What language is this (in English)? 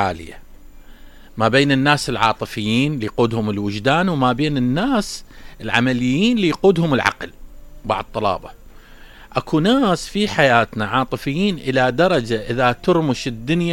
Mesopotamian Arabic